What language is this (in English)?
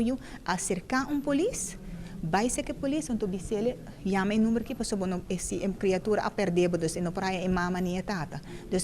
Papiamento